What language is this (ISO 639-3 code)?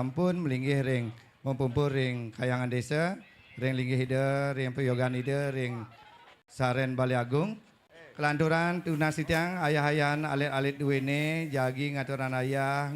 ban